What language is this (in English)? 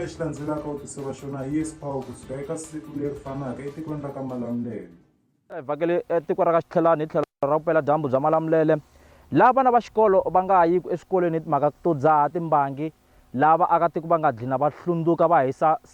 Tsonga